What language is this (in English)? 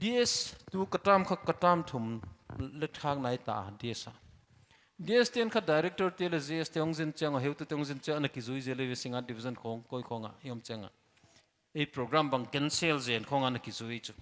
Paite Chin